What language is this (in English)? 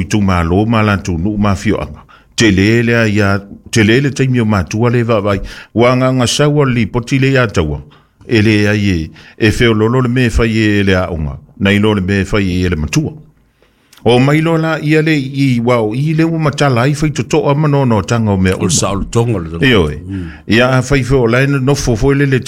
Samoan